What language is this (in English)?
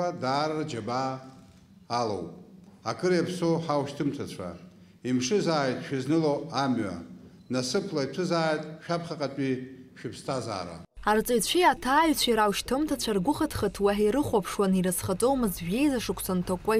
Abkhazian